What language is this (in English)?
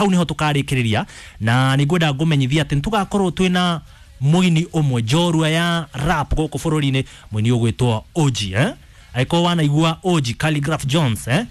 Kikuyu